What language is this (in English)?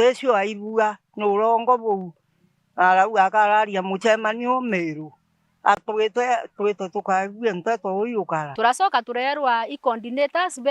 Meru